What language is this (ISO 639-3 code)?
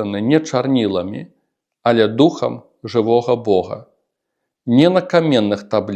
bel